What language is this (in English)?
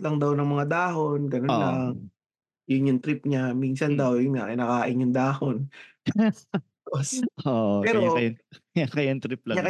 Filipino